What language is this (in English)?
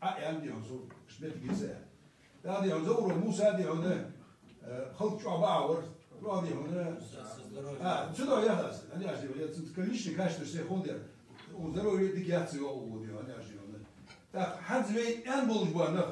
Ingush